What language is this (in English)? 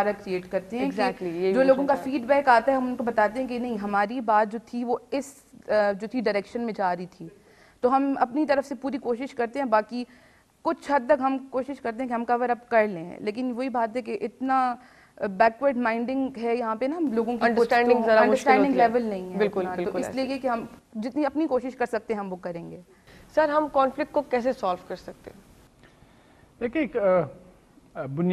Urdu